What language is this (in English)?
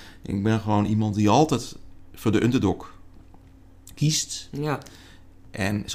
Dutch